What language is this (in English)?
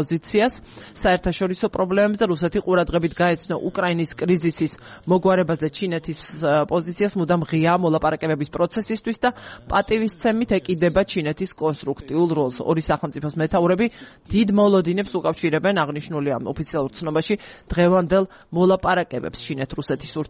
Georgian